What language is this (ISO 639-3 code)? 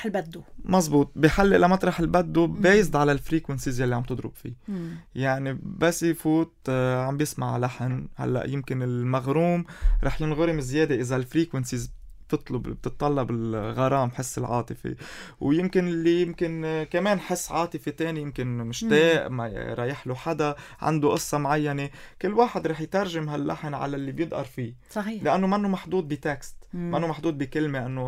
apc